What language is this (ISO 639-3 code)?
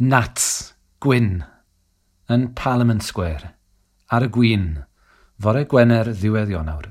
cym